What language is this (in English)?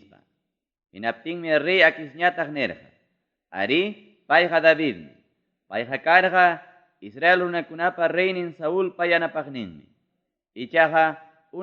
Ayacucho Quechua